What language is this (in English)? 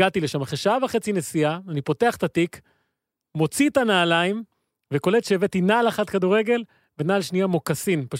Hebrew